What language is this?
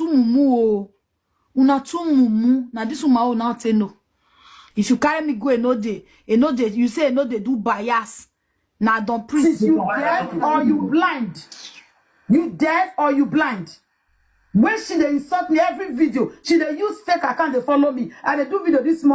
Nigerian Pidgin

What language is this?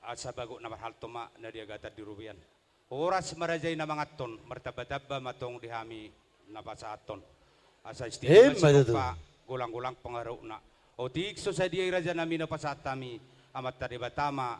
Batak Toba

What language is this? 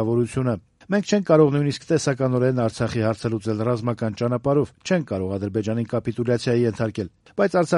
Armenian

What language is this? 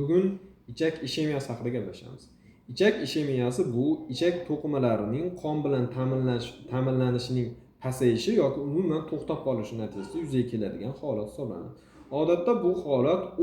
Uzbek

